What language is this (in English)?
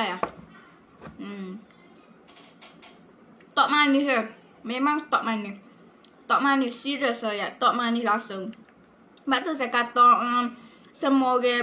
Malay